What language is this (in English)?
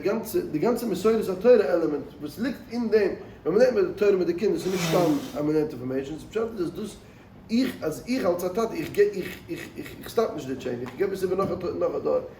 Yiddish